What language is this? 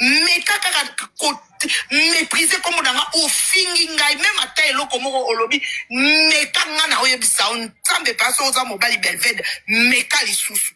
Lingala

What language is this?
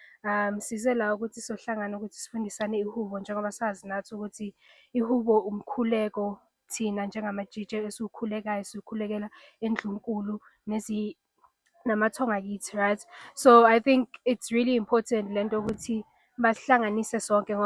Zulu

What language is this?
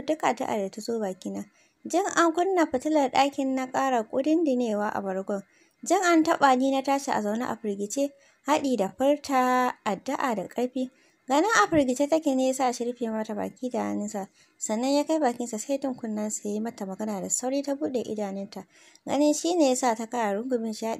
Hausa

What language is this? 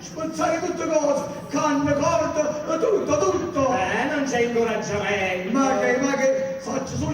Neapolitan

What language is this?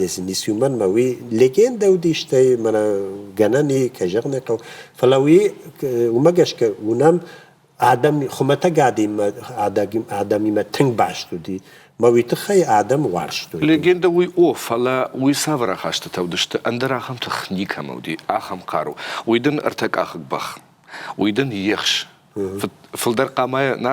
Ossetic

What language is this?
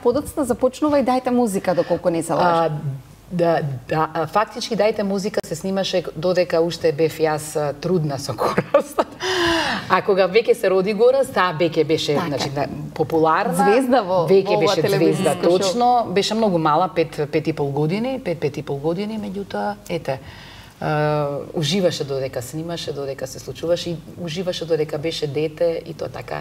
Macedonian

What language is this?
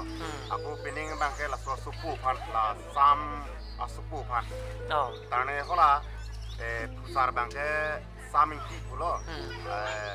Karbi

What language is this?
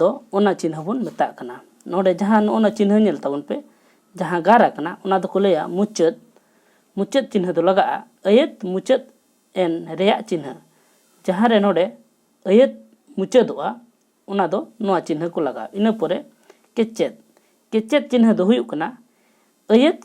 Santali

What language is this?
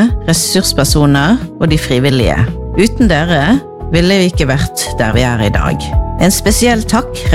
Norwegian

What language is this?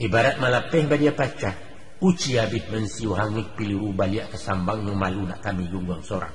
Minangkabau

